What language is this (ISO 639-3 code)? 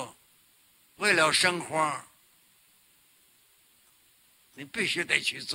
zho